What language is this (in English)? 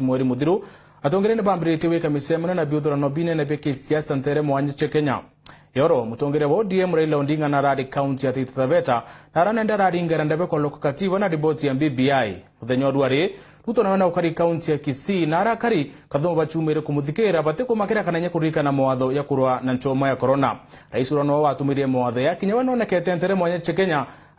Meru